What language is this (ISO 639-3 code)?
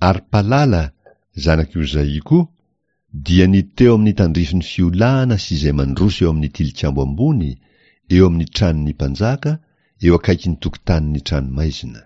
mlg